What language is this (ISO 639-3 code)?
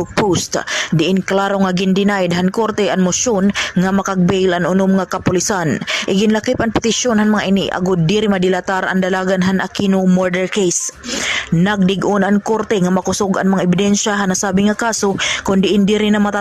war